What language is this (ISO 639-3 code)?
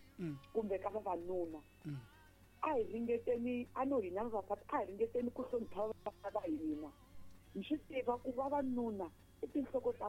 tso